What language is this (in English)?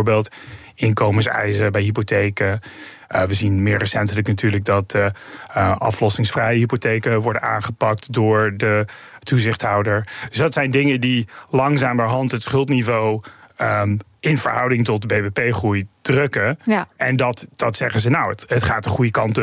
Dutch